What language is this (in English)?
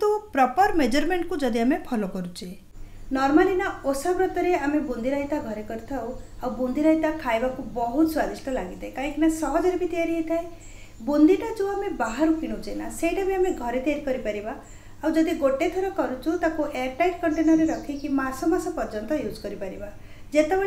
Odia